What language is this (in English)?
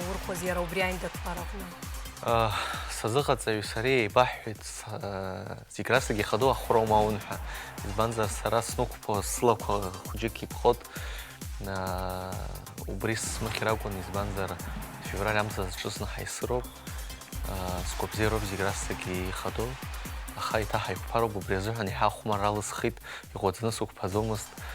Abkhazian